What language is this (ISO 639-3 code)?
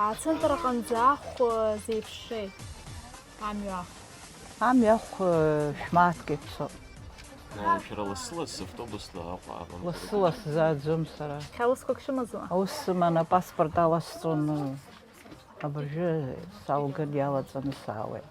abk